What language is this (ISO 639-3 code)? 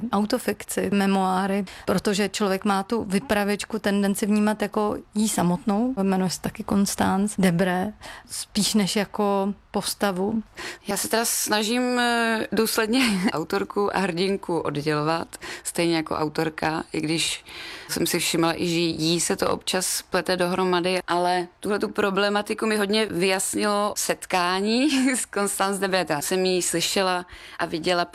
ces